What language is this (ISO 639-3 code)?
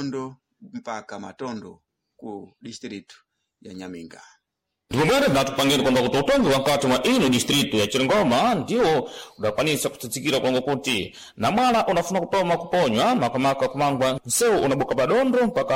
seh